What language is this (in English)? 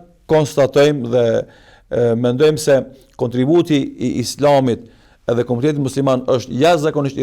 Albanian